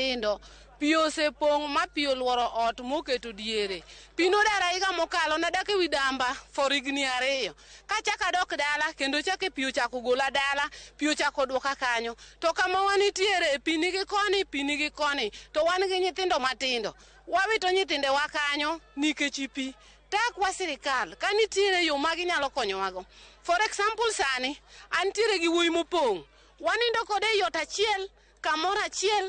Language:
Luo (Kenya and Tanzania)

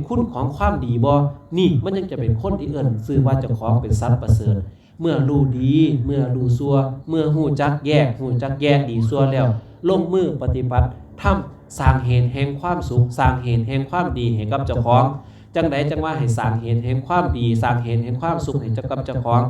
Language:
Lao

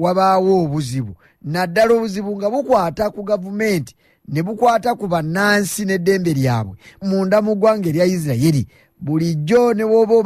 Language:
Ganda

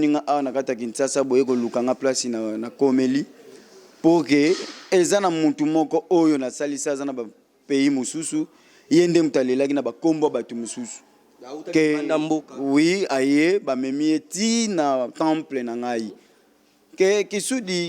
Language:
Lingala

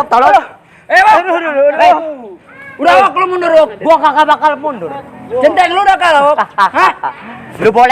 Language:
Betawi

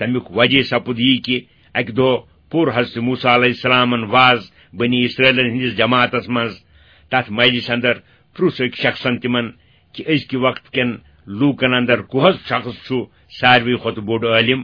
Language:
Kashmiri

